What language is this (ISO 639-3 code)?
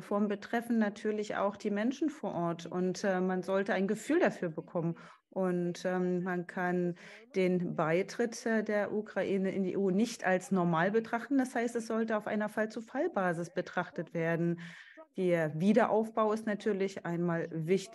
deu